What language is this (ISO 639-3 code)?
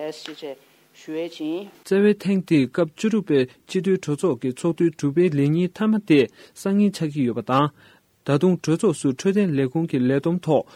bod